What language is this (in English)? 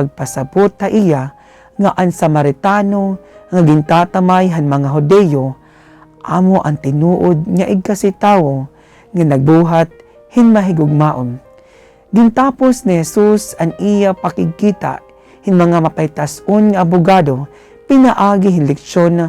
Waray